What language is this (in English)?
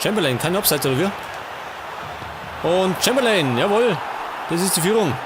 Bavarian